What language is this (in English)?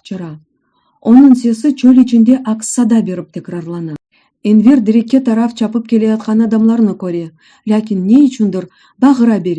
Crimean Tatar